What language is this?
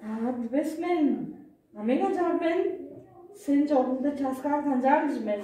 Tuvinian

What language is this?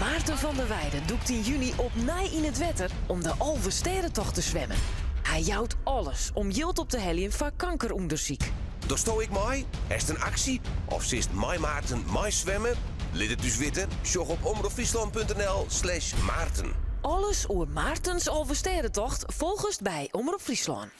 Western Frisian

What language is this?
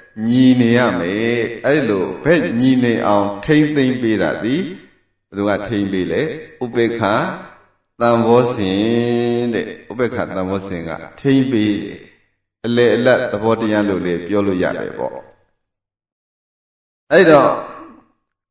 Burmese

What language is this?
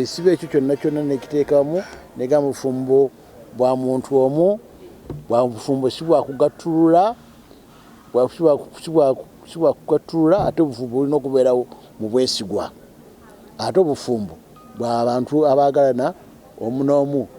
Ganda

